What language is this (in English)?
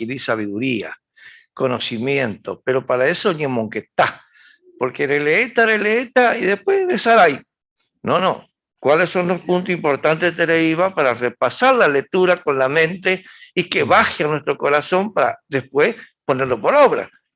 Guarani